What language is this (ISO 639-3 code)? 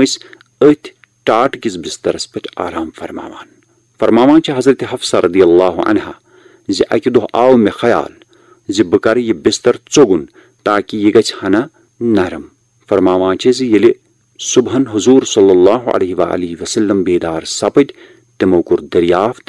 kas